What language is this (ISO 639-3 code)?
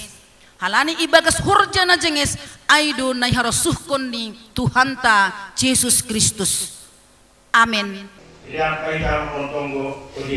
bts